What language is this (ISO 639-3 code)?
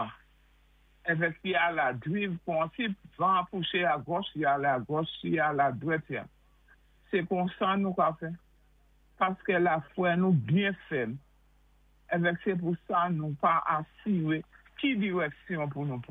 acf